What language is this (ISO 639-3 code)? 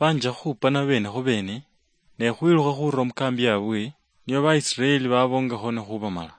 luy